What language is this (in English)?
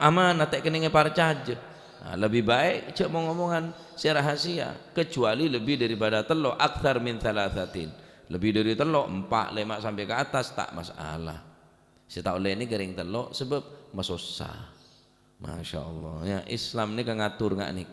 Madurese